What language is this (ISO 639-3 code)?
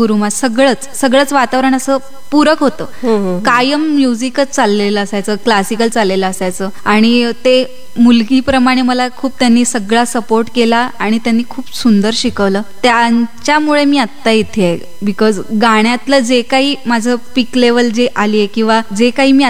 mar